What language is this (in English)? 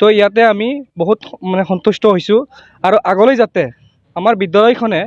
Assamese